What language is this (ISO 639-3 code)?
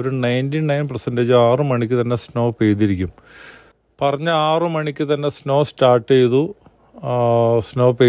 mal